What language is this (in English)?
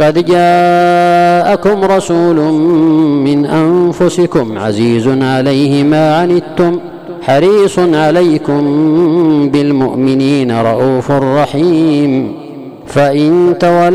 Arabic